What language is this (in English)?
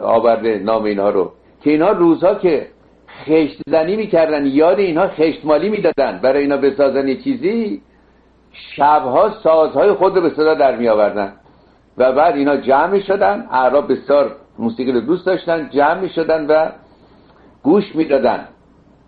Persian